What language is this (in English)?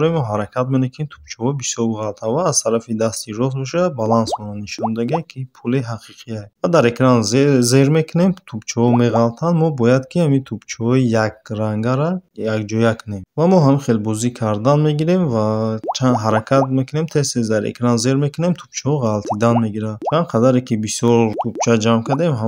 Tajik